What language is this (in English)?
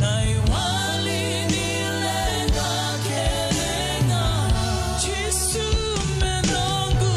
Fijian